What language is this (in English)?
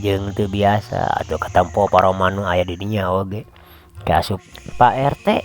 Sundanese